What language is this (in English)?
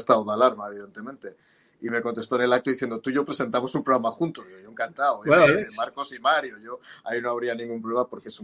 Spanish